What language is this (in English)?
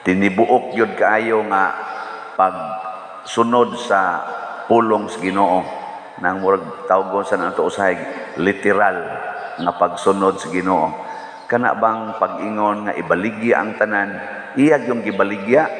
Cebuano